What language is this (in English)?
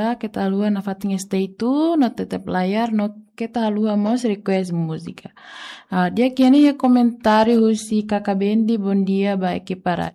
Tetum